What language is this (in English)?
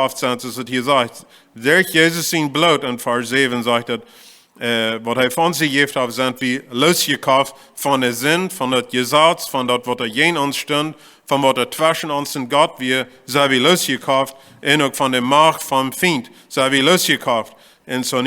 Plautdietsch